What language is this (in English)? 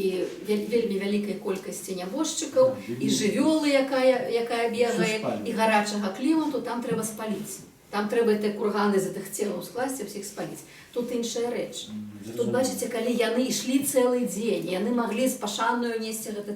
Belarusian